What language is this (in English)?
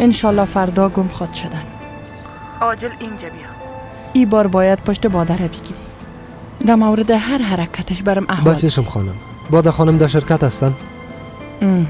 Persian